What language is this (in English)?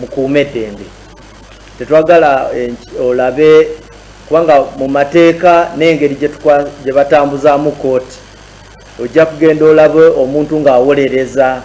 Ganda